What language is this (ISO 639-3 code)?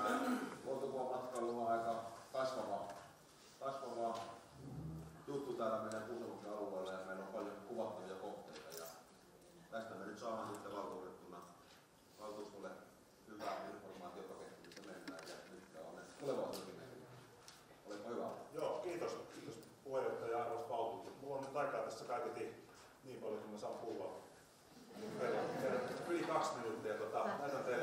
fin